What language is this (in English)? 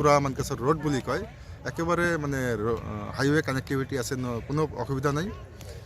Assamese